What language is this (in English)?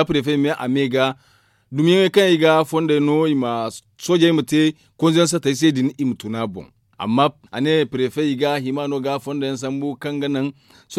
Zarma